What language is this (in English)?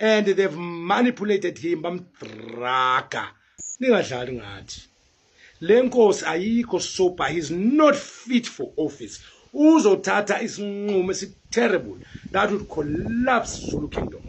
Zulu